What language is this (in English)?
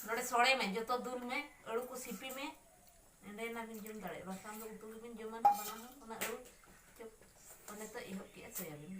Santali